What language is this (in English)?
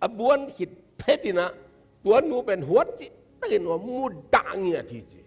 Tedim Chin